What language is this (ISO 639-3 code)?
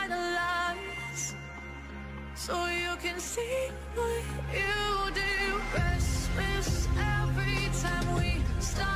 eng